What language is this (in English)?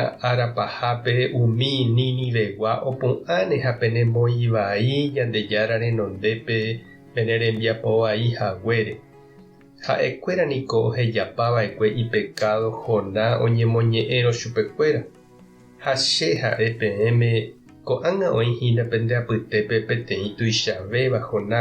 Guarani